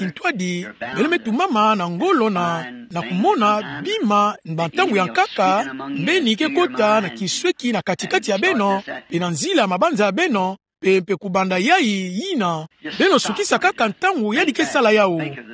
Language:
Kituba (Democratic Republic of Congo)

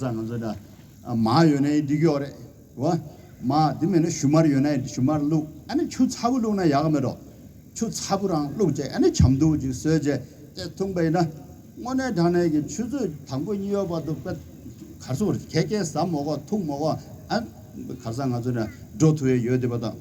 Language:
Tibetan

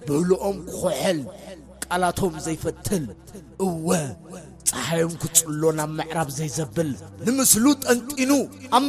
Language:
Tigrinya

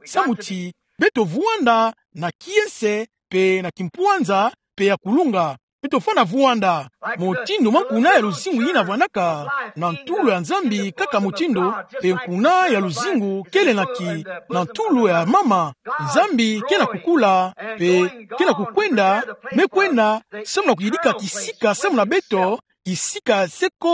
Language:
Kituba (Democratic Republic of Congo)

